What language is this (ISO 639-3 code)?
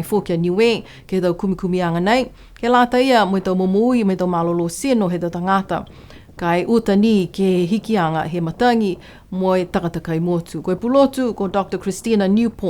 niu